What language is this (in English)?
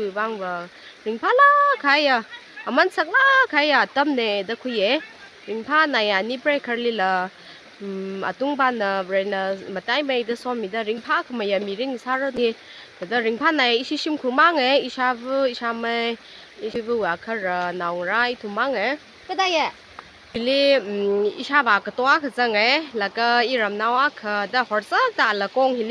Tangkhul Naga (India)